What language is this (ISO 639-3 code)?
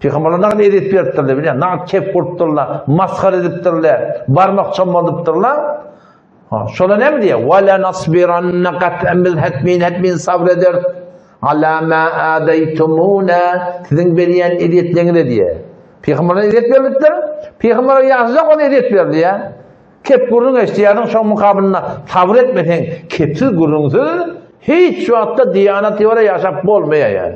tuk